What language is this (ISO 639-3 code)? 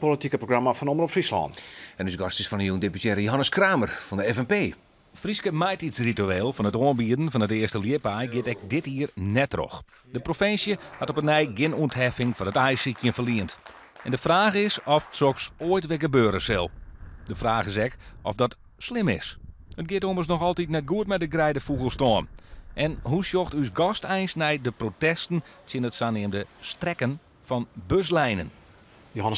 fry